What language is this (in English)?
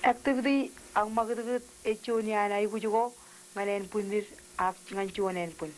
Marshallese